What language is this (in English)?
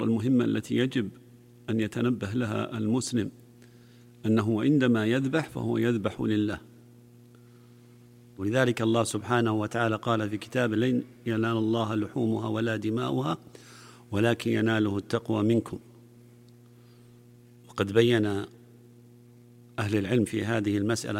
Arabic